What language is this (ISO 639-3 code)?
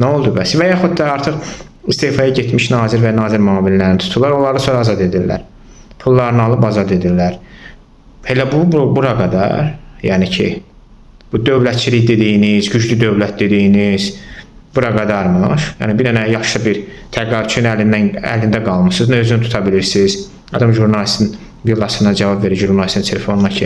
aze